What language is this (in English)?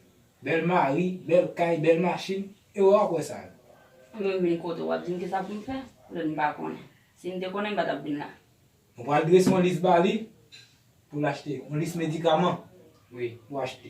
Haitian Creole